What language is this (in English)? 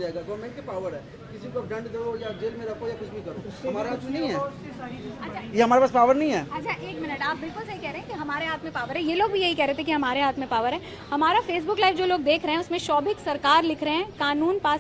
Hindi